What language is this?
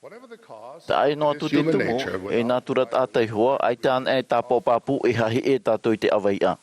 Tahitian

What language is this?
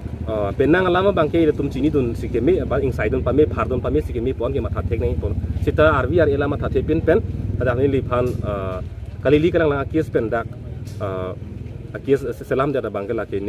Karbi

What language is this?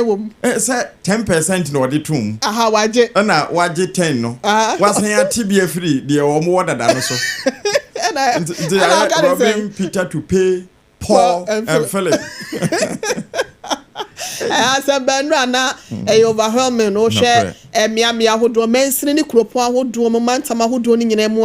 Akan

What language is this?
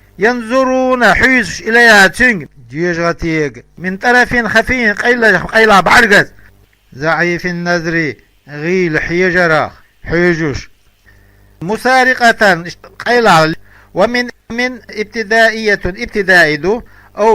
Chechen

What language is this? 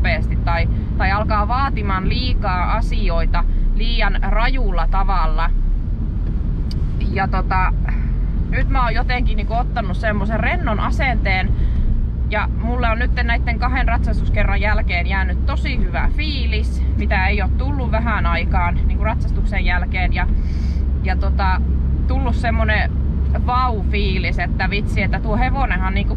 Finnish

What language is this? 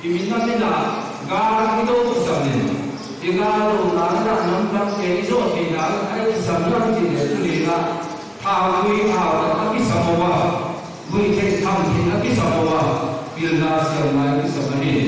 Tedim Chin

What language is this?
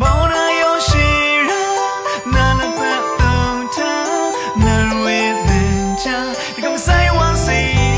Rawang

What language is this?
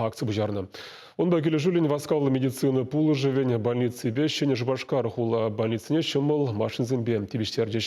Chuvash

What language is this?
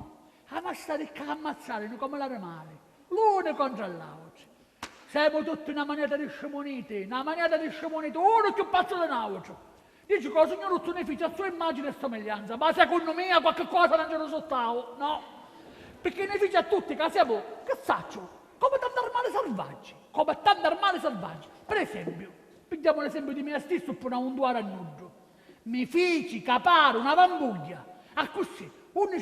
Sicilian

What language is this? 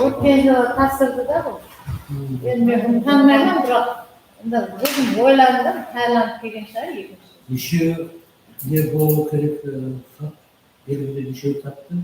Kara-Kalpak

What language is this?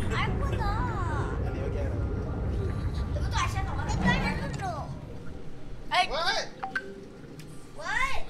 Malay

